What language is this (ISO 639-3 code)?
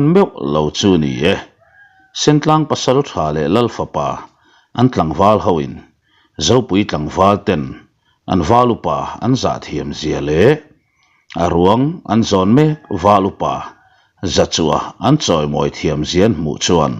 lus